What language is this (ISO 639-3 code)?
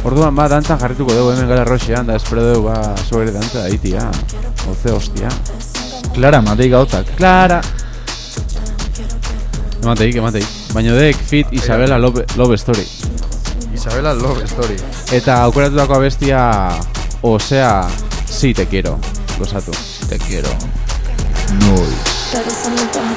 eus